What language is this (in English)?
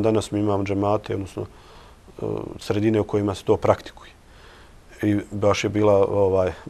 Bosnian